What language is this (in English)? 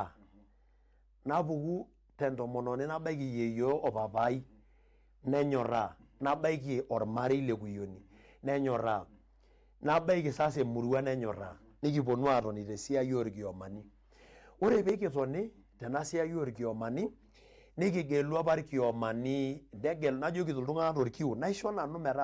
Masai